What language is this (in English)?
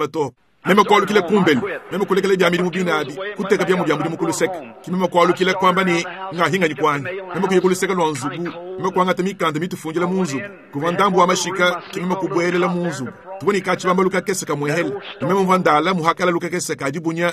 Luba-Lulua